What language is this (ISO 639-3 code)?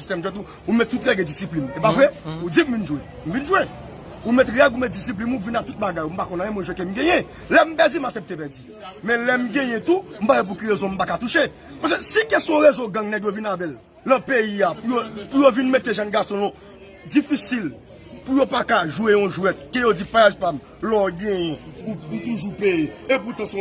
hat